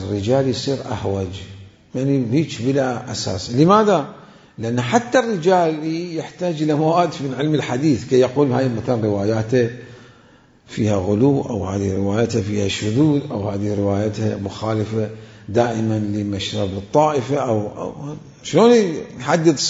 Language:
Mesopotamian Arabic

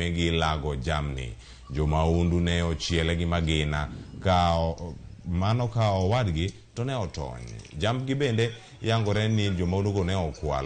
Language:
Luo (Kenya and Tanzania)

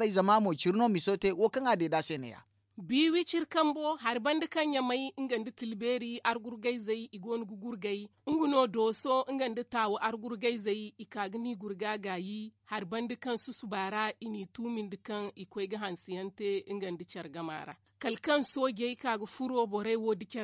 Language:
Zarma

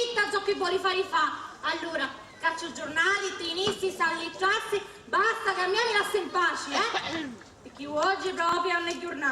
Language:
Sicilian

